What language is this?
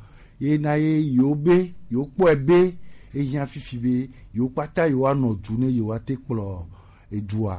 Gen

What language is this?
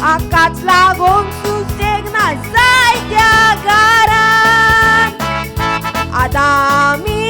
Konkani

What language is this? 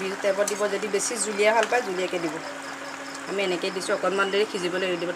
Assamese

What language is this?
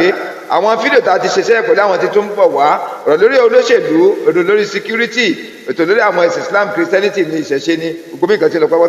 Yoruba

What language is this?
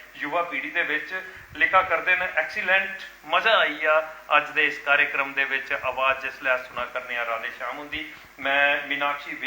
Dogri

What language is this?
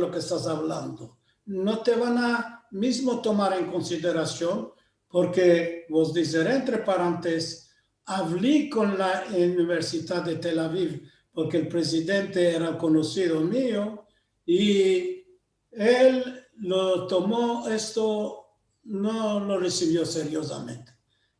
Ladino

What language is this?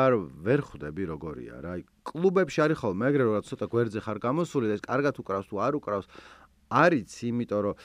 Georgian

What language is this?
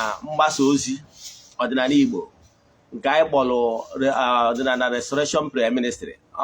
Igbo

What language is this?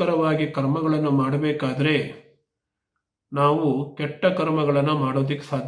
Kannada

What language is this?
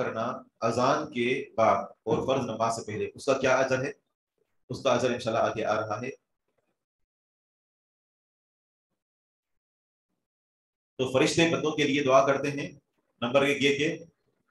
Urdu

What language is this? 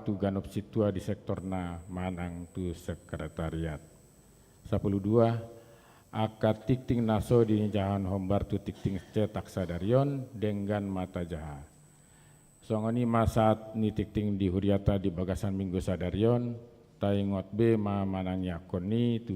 Batak Toba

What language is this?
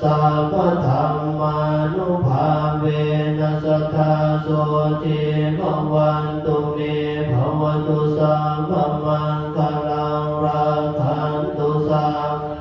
Pali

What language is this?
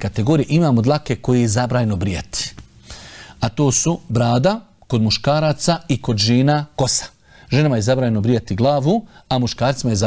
Bosnian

